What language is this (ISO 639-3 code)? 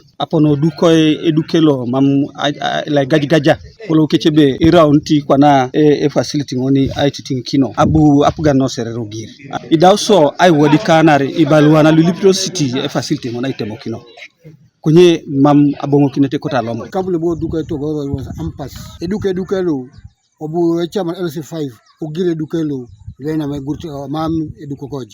teo